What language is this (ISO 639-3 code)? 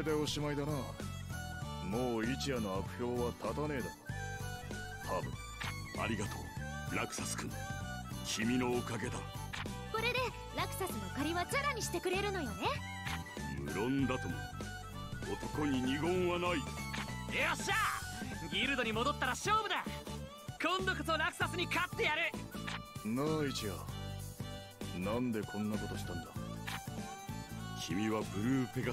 jpn